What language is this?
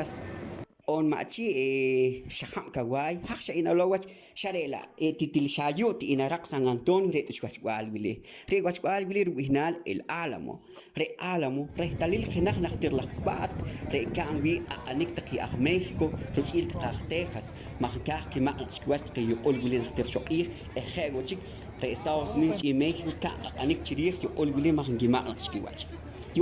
Poqomchi'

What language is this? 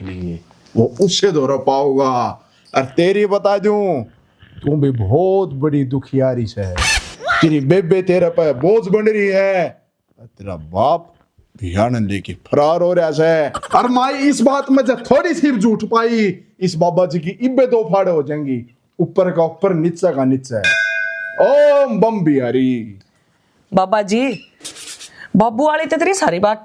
Haryanvi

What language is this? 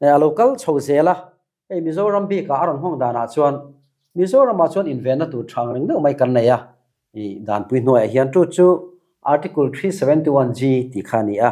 Mizo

